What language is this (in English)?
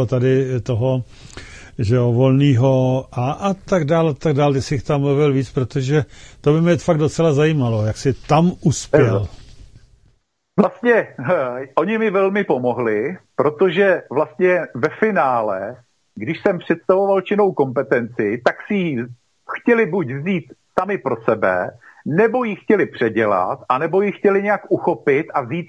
Czech